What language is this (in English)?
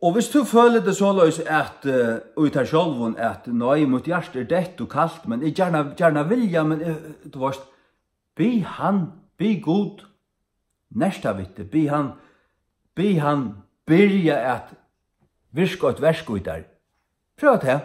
Faroese